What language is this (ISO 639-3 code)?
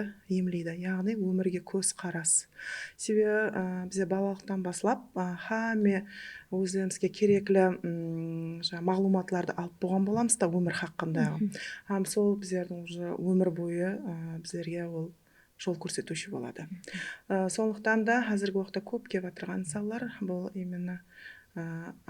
kaa